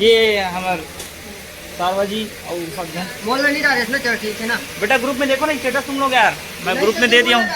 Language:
Chhattisgarhi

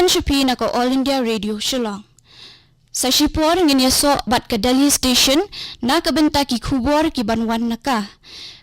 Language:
Khasi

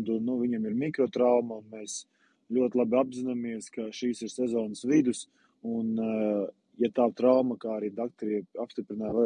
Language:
Latvian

